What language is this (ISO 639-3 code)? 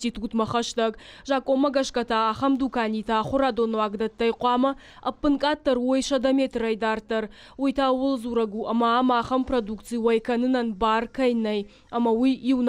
oss